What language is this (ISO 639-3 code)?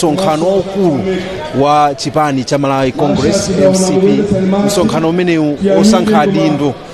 nya